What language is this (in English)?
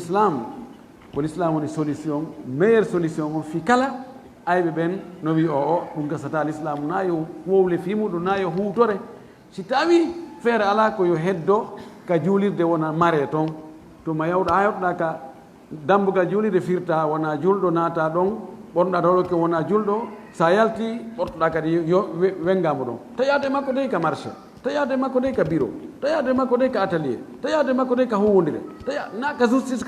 Fula